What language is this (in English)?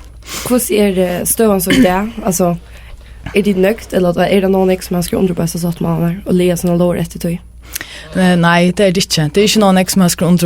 Faroese